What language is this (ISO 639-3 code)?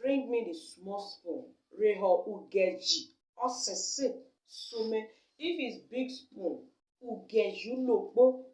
pcm